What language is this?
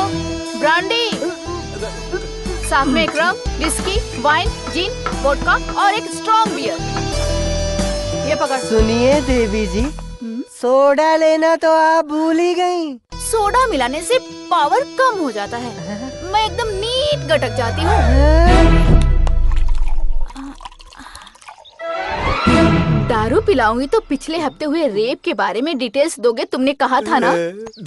Hindi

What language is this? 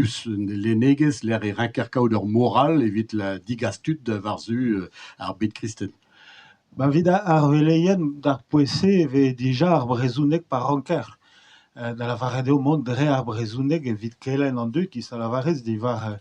Breton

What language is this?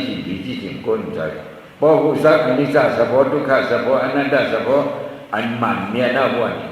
Shan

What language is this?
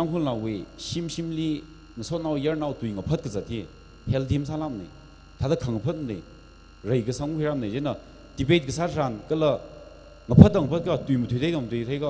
Tangkhul Naga (India)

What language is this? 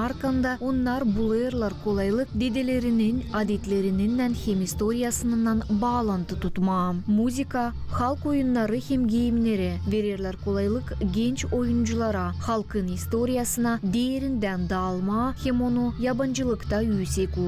Gagauz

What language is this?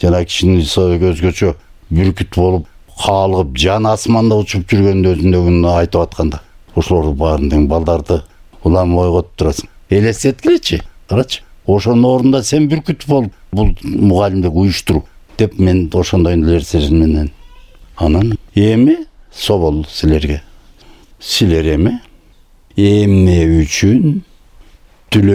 Kyrgyz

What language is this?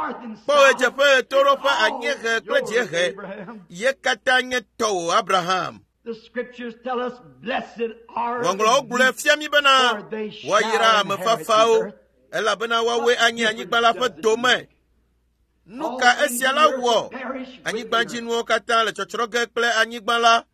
Ewe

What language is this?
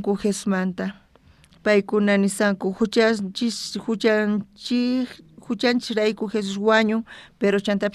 South Bolivian Quechua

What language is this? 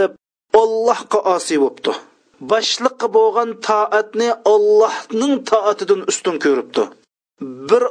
Uyghur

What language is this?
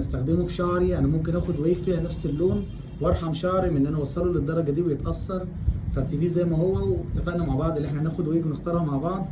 Egyptian Arabic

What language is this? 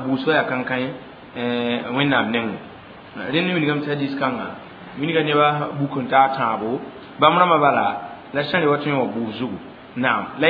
Mossi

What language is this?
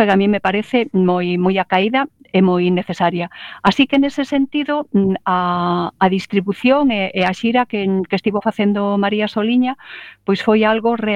Galician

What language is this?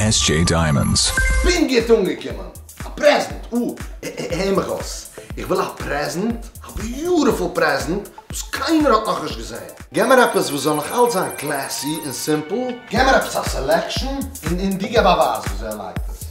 Yiddish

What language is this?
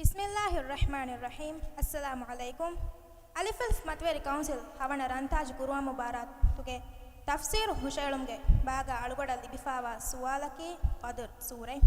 Divehi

